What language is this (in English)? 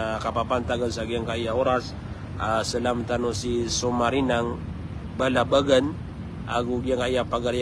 Maranao